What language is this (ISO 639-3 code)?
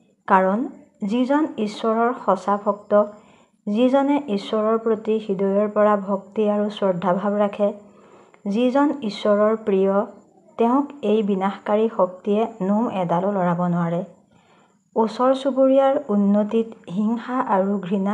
asm